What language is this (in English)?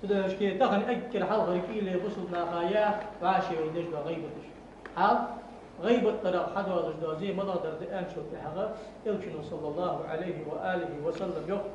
Ingush